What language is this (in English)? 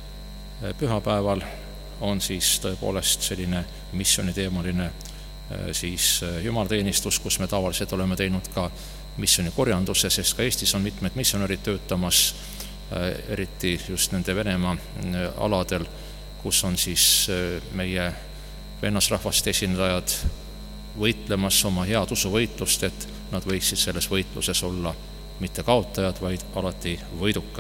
Estonian